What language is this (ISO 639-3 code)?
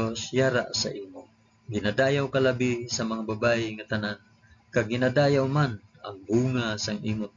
hil